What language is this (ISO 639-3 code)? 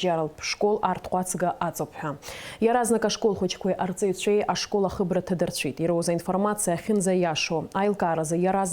abk